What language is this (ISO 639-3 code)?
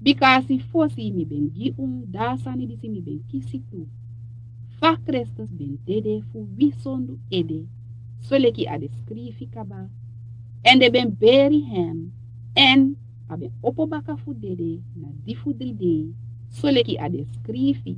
srn